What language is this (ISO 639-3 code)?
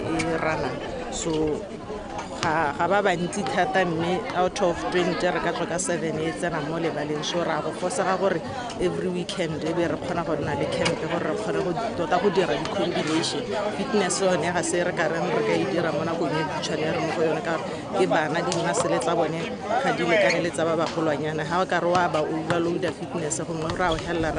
tsn